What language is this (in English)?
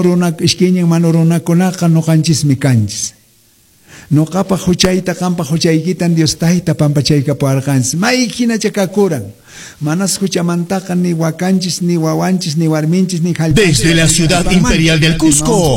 Quechua